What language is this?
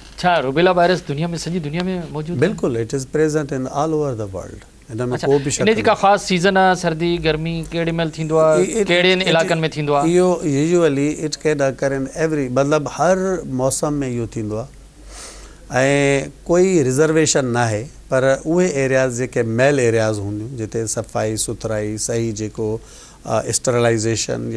Sindhi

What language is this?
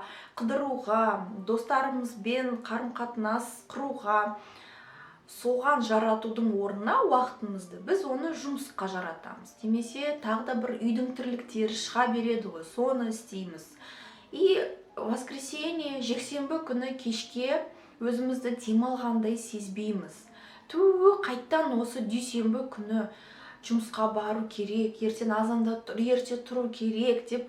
Kazakh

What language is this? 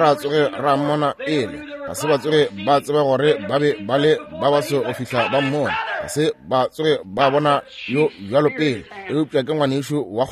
Northern Sotho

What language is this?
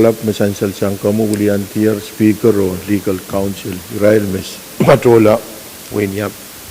Pohnpeian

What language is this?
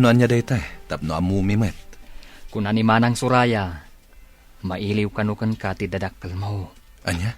Iloko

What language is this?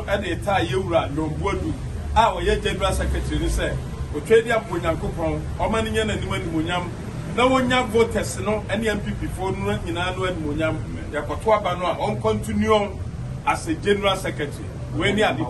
Akan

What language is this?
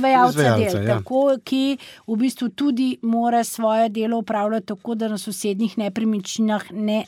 Slovenian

